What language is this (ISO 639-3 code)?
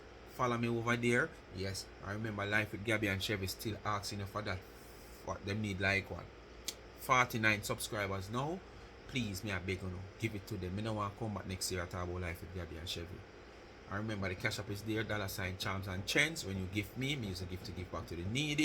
jam